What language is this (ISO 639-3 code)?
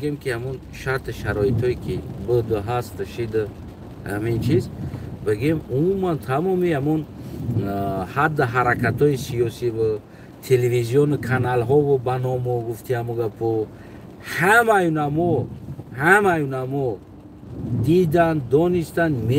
tgk